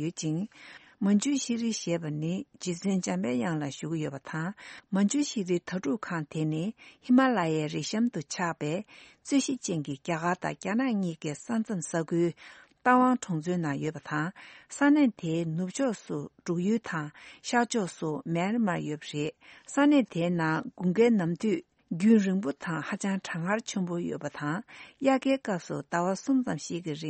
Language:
Tibetan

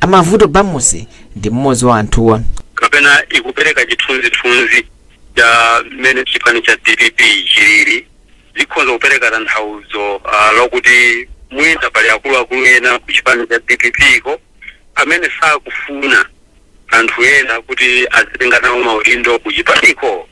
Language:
Nyanja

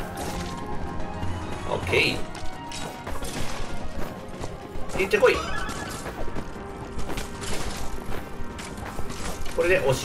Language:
Japanese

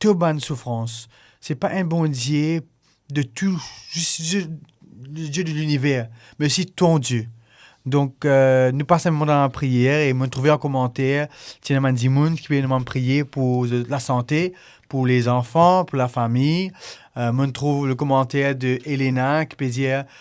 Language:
Morisyen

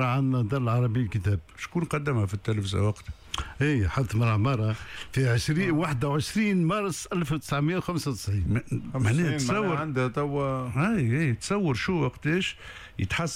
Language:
Tunisian Arabic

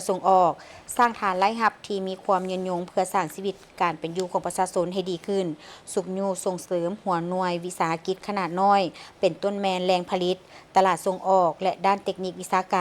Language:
Lao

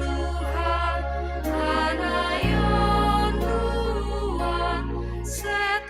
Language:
Batak Simalungun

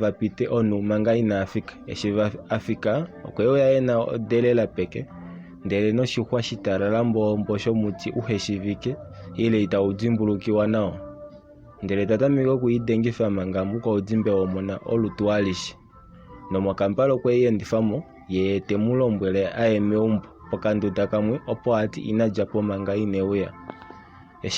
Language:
Kuanyama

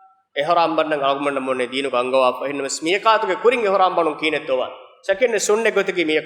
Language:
Divehi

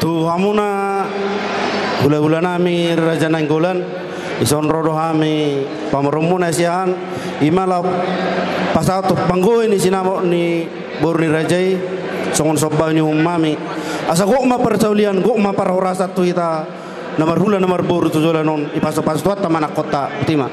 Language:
Batak Toba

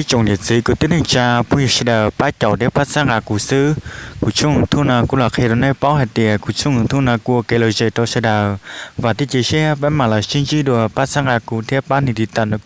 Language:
Hmong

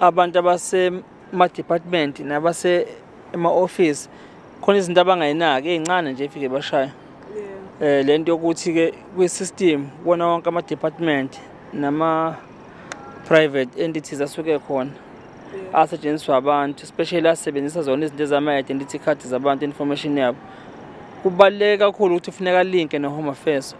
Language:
Zulu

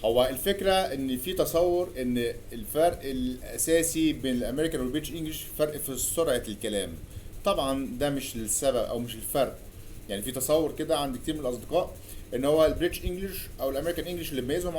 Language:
Egyptian Arabic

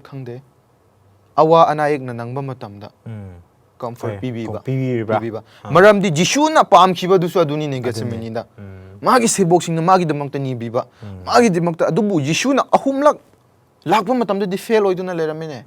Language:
Manipuri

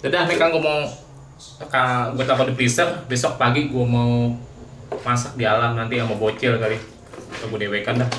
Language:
Betawi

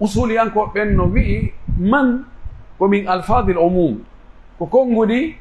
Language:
Pular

